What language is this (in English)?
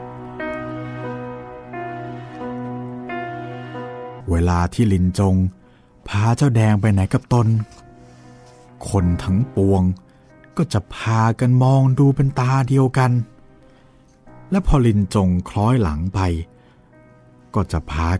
Thai